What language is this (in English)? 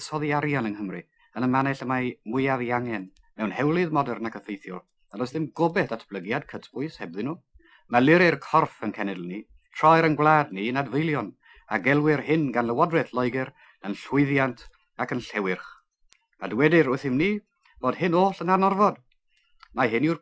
Welsh